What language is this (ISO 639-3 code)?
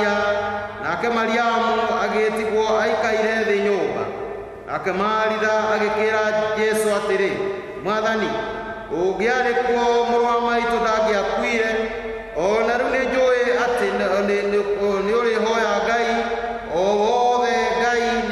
kik